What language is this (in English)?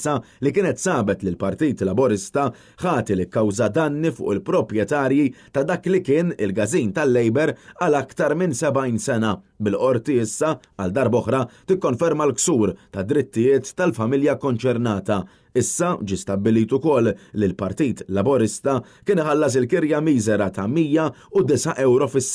Maltese